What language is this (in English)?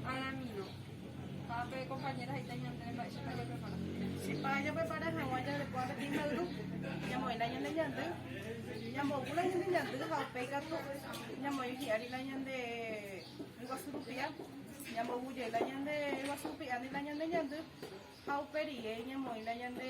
Guarani